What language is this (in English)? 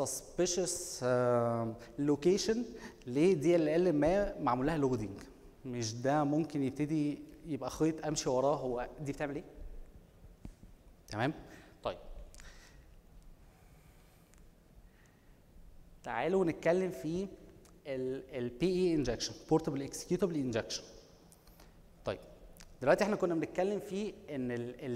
Egyptian Arabic